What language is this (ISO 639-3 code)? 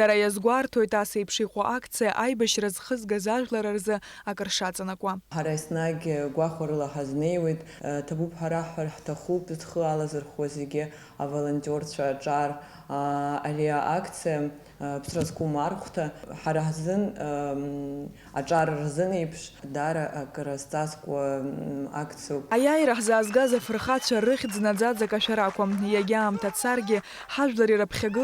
abk